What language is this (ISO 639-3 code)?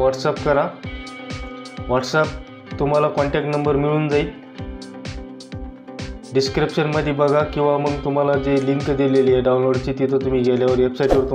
mar